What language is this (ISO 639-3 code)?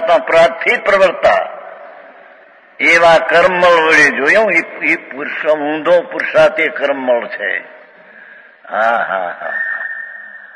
guj